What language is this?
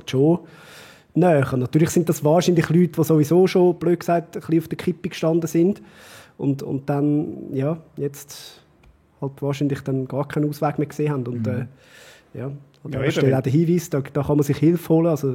Swiss German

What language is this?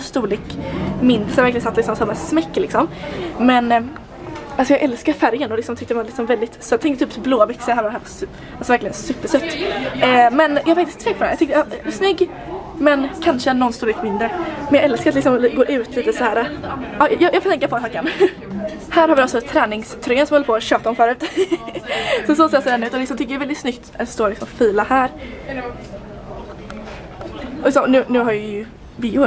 Swedish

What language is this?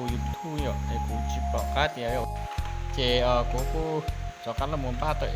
Hmong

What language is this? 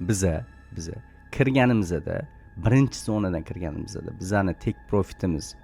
Uzbek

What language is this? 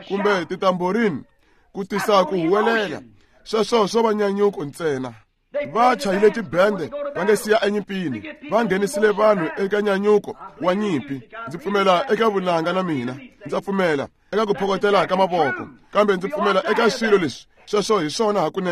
Tsonga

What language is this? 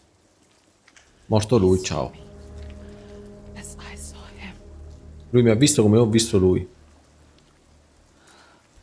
Italian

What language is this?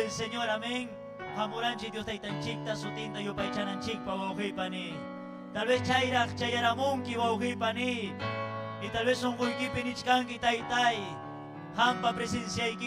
Ayacucho Quechua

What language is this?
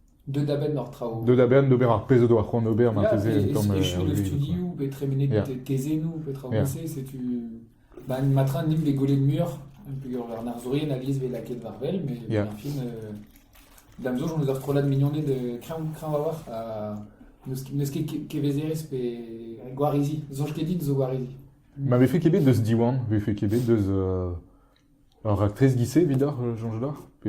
Breton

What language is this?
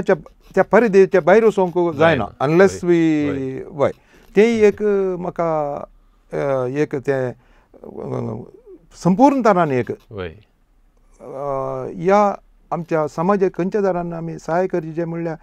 Konkani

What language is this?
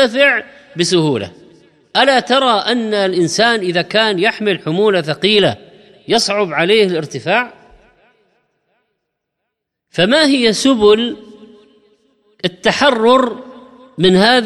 Arabic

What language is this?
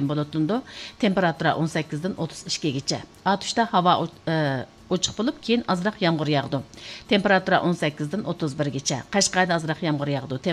Uyghur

